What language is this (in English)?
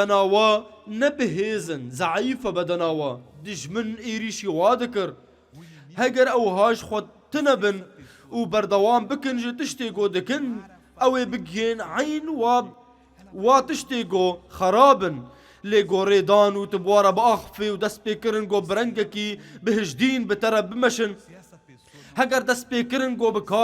Kurdish